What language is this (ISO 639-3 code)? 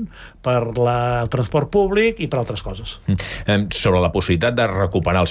cat